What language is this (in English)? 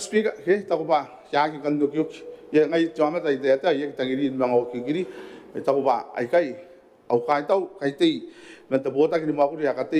Gilbertese